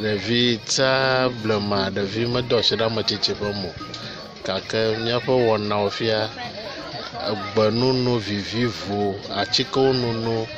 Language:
Ewe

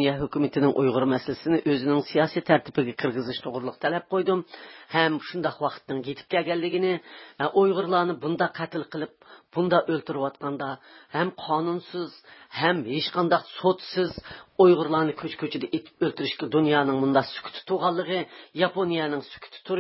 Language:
Uyghur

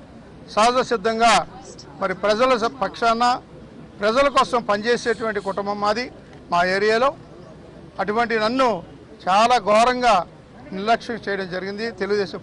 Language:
Telugu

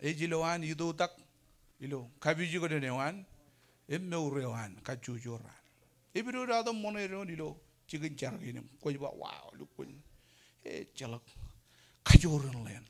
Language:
Marshallese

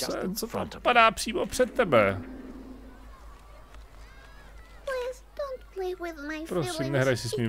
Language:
Czech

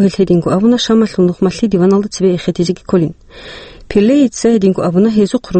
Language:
Avaric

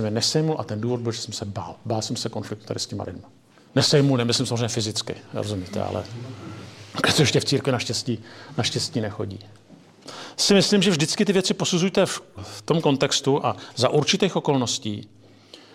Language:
Czech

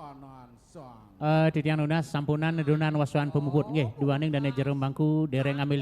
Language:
Balinese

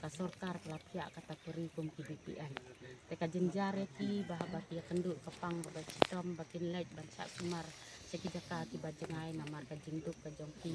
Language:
Khasi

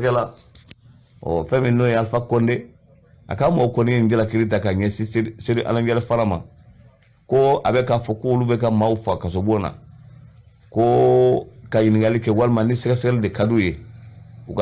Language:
Bambara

